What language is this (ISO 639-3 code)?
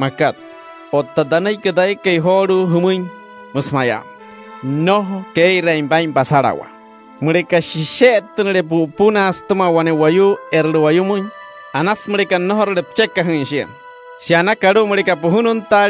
guc